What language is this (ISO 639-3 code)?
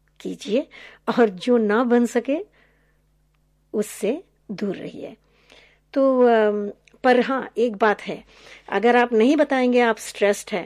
hin